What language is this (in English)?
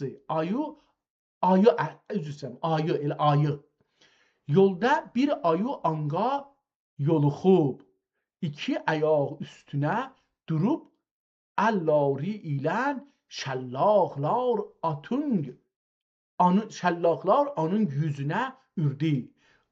South Azerbaijani